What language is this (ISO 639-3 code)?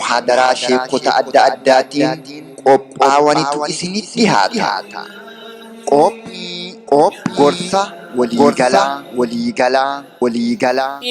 orm